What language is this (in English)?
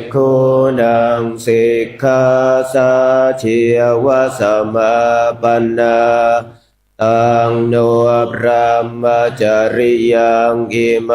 Pali